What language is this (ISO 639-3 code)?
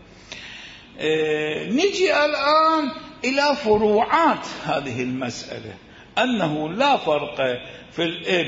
ara